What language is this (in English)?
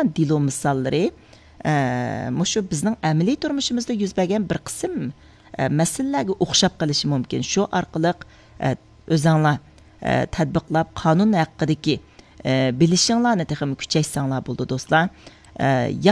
Uyghur